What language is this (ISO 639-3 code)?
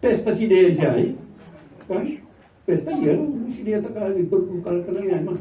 bts